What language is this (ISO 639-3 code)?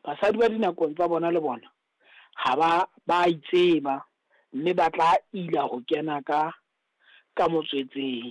sot